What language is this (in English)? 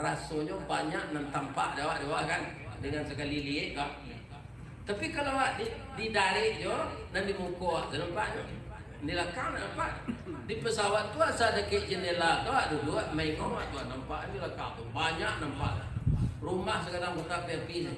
Minangkabau